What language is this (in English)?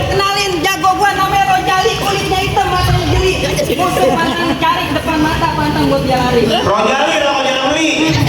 Betawi